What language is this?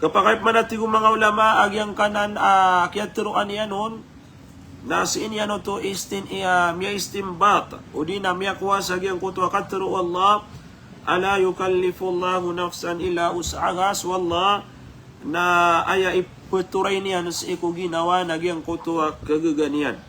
Maranao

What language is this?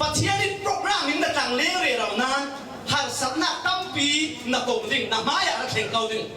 Falam Chin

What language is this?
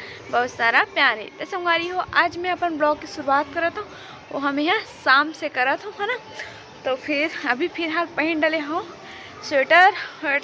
Chhattisgarhi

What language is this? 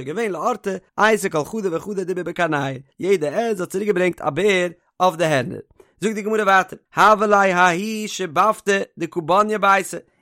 Yiddish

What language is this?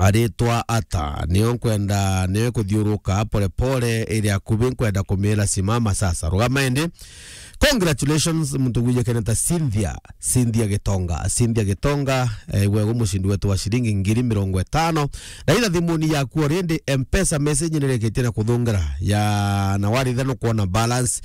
Meru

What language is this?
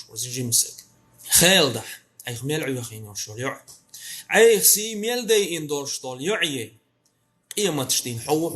Chechen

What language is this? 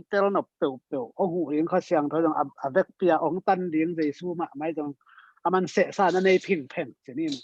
Tedim Chin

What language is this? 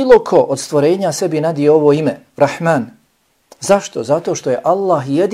Bosnian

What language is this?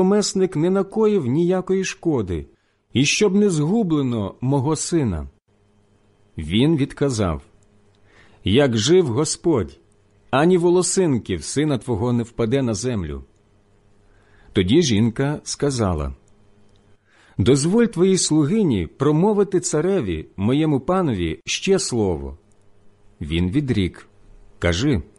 Ukrainian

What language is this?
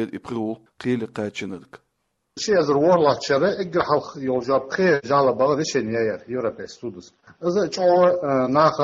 Chechen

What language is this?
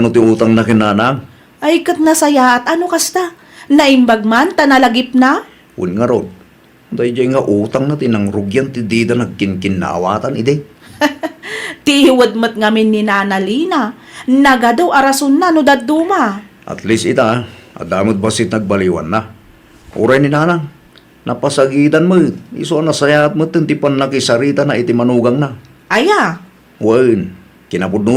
Iloko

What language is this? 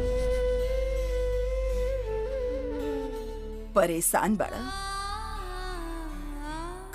Bhojpuri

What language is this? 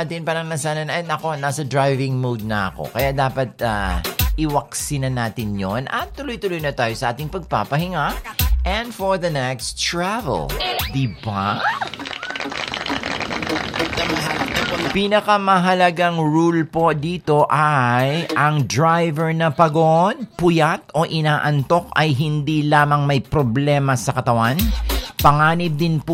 Filipino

